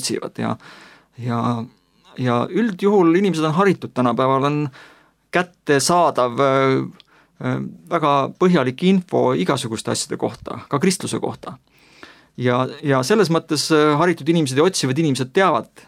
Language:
Estonian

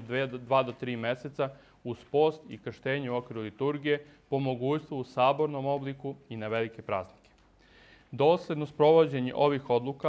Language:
Serbian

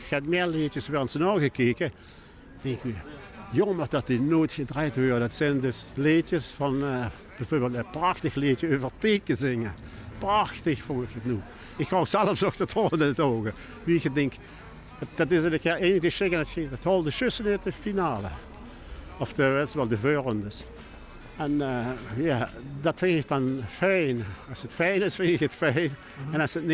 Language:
Limburgish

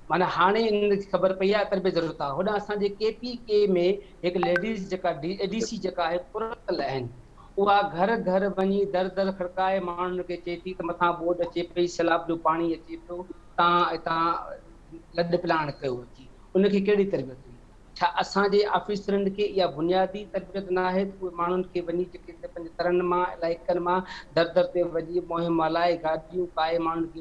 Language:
Sindhi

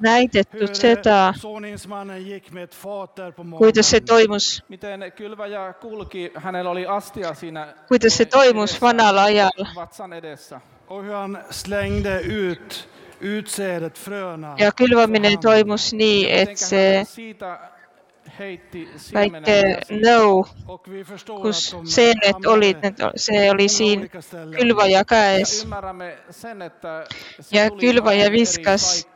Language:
Estonian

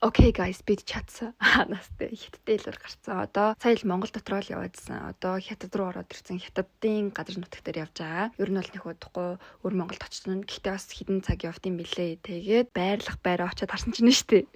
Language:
Mongolian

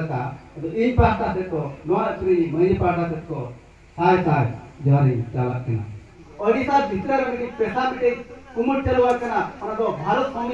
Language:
Santali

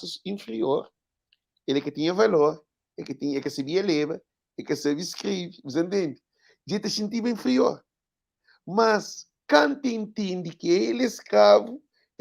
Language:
Kabuverdianu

